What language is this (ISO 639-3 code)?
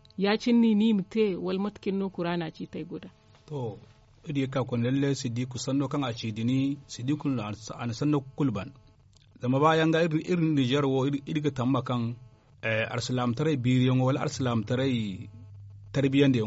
dje